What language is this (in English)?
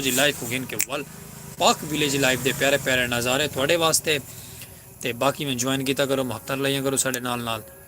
Saraiki